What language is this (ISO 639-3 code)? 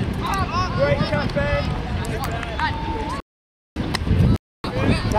swe